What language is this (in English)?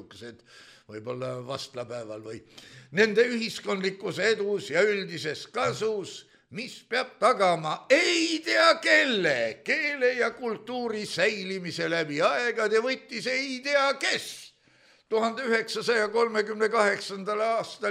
Estonian